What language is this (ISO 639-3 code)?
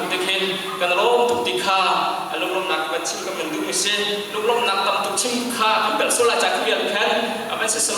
cnh